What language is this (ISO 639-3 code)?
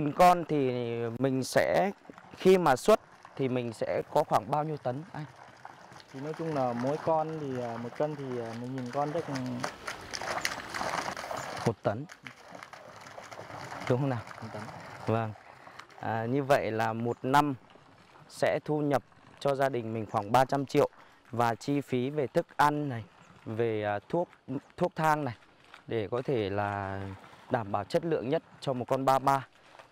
vie